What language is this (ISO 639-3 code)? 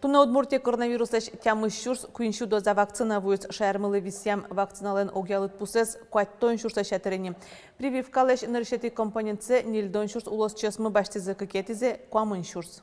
udm